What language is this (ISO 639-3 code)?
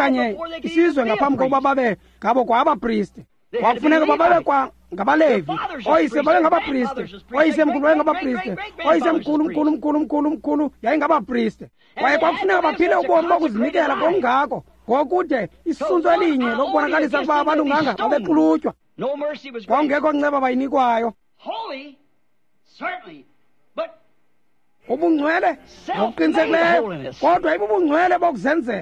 xho